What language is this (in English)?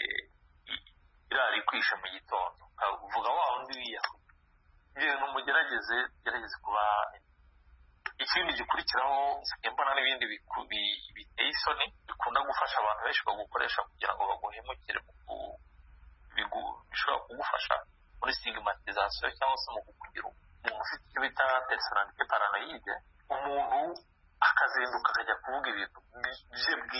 Kinyarwanda